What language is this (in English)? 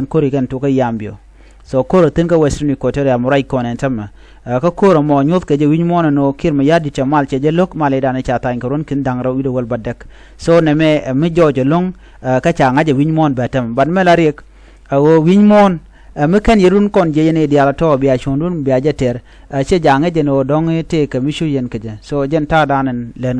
Nuer